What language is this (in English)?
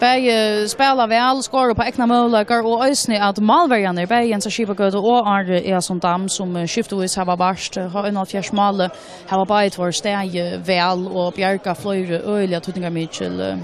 Faroese